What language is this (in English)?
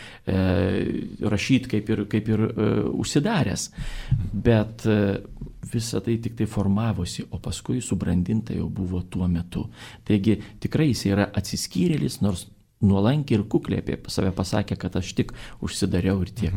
Lithuanian